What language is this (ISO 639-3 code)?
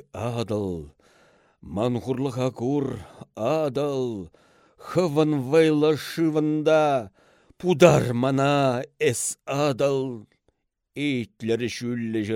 chv